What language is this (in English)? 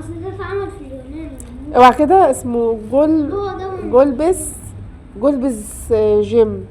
Egyptian Arabic